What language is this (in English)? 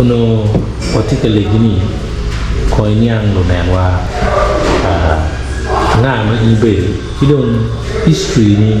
Acoli